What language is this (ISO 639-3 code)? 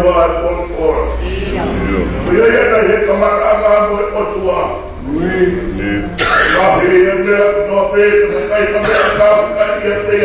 ton